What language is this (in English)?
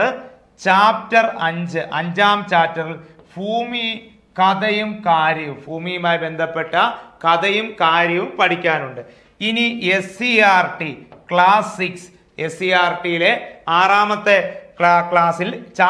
Malayalam